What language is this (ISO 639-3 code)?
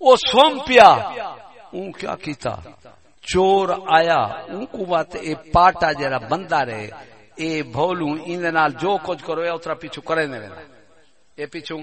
skr